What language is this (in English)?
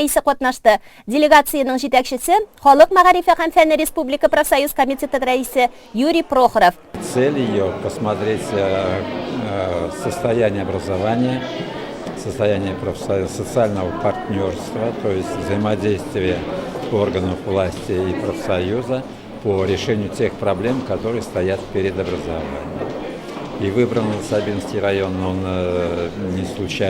Tatar